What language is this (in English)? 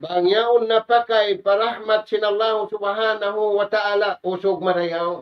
Tausug